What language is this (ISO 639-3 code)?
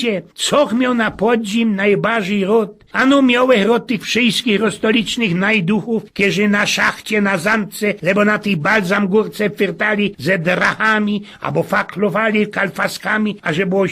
szl